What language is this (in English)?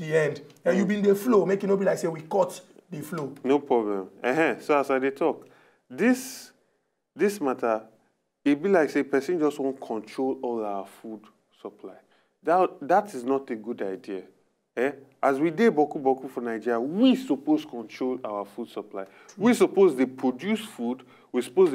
Nigerian Pidgin